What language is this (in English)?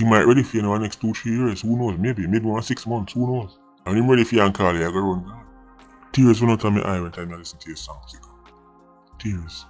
Jamaican Creole English